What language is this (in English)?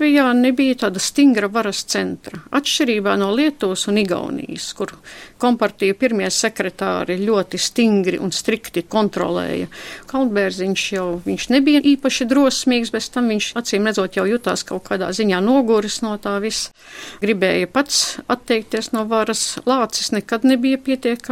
Latvian